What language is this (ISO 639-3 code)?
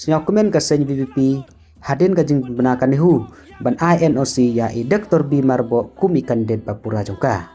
kha